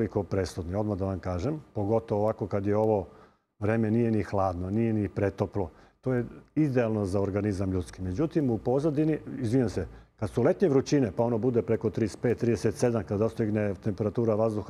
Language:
Serbian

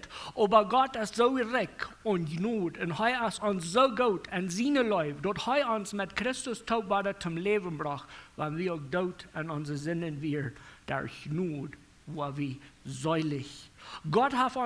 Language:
Plautdietsch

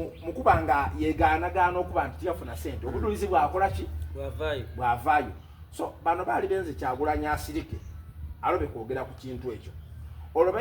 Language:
Soga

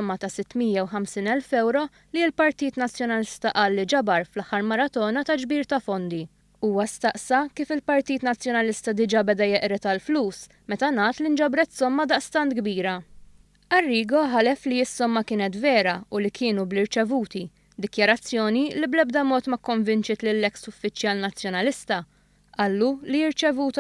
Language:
Maltese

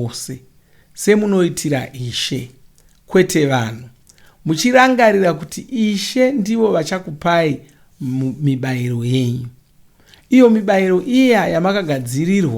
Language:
Shona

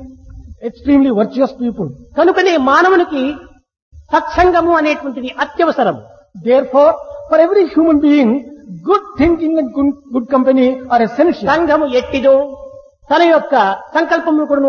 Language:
Telugu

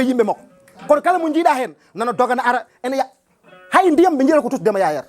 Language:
Fula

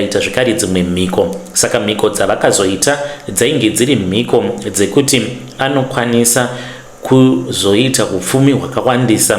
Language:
Shona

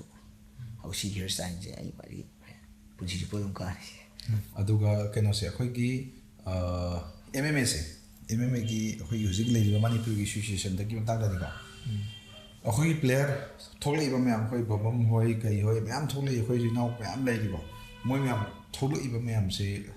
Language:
Manipuri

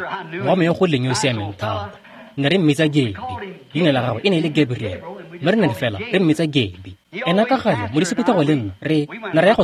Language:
Tswana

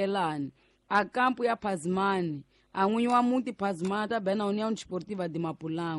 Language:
Tsonga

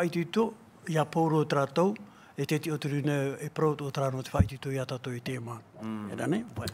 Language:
Tahitian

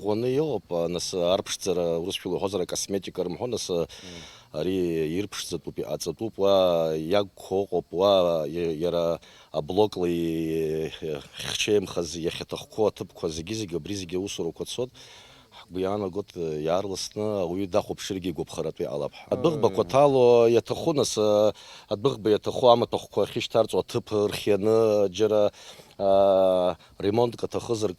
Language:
Abkhazian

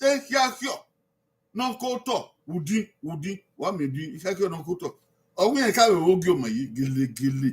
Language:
Bini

